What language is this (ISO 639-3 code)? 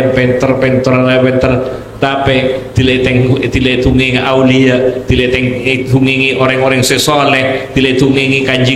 mad